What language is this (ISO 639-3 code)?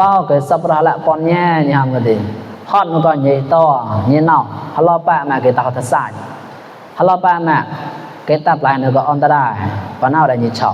mnw